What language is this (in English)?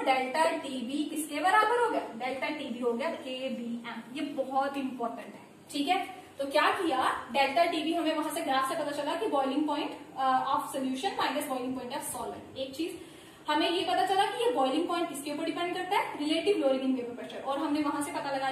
Hindi